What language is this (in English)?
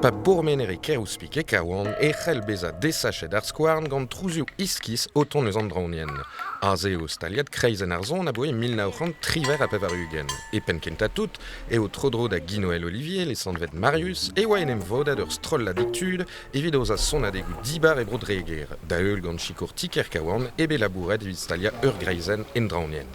Breton